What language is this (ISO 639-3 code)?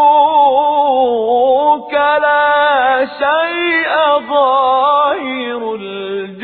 ara